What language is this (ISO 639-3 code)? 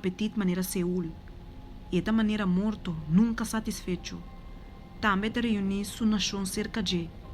pap